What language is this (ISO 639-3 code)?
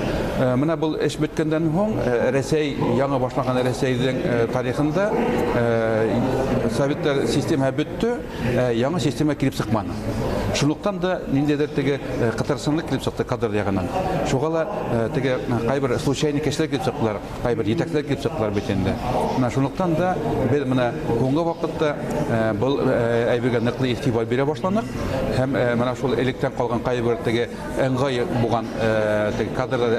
bak